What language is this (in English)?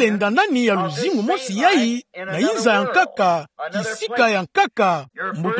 Kituba (Democratic Republic of Congo)